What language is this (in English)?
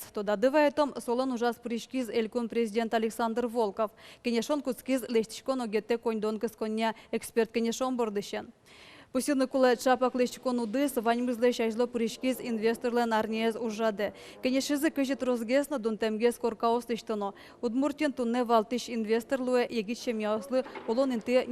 Udmurt